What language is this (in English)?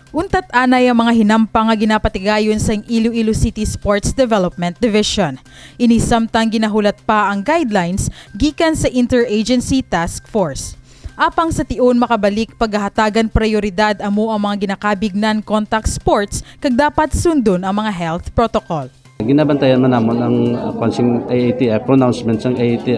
Hiligaynon